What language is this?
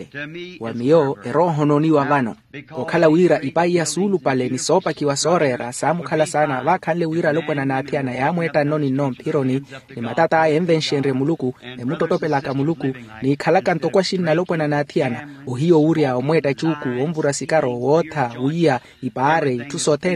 Makhuwa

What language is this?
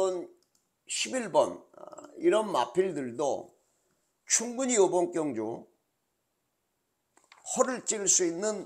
Korean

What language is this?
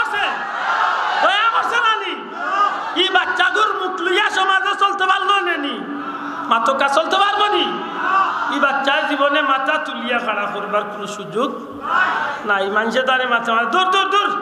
Sylheti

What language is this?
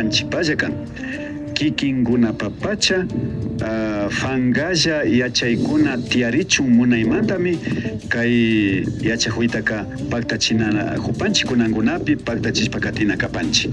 Imbabura Highland Quichua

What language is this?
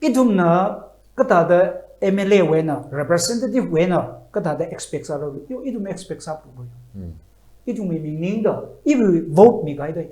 Tangkhul Naga (India)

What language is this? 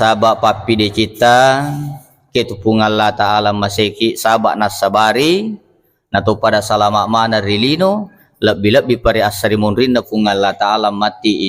Buginese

